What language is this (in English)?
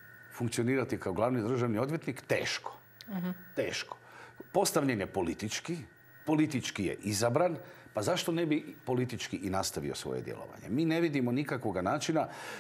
Croatian